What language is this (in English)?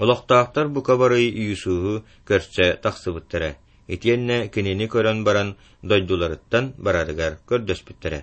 Yakut